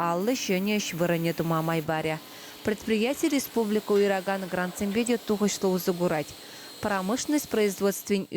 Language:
Chuvash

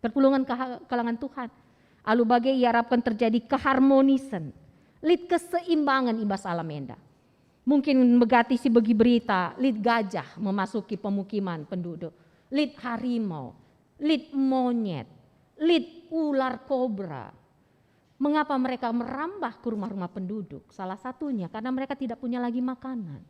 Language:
Batak Karo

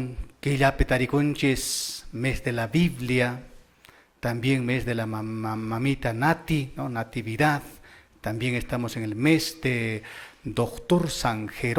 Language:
Quechua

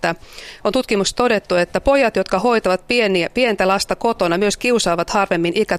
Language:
Finnish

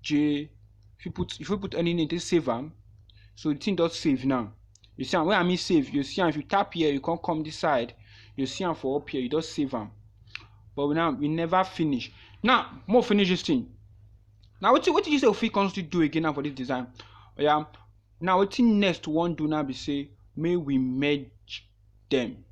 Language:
Nigerian Pidgin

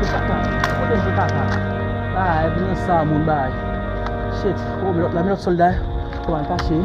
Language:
Haitian Creole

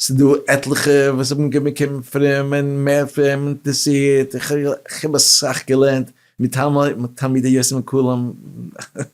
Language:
Yiddish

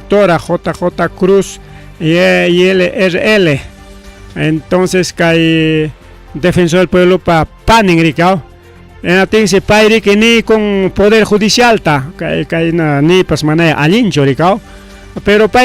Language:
Ayacucho Quechua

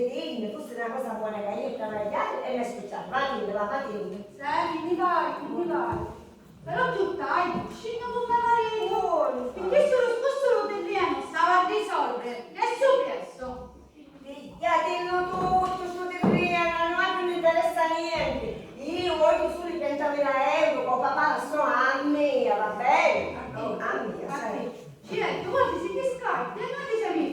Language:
Sicilian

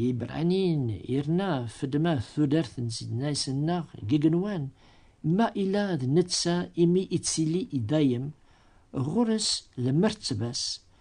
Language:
Kabyle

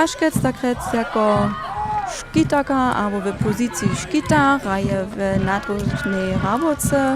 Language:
Upper Sorbian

